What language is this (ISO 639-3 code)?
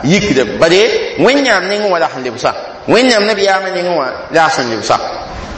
mos